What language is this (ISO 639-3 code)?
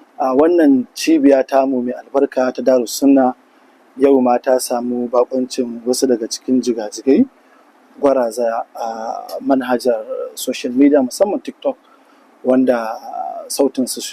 hau